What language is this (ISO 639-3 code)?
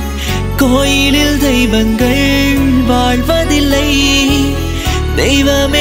tam